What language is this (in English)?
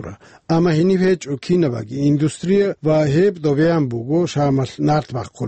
Avaric